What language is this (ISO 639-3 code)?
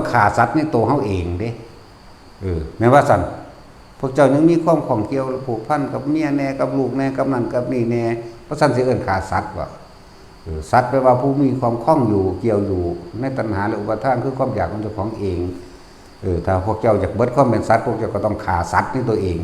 tts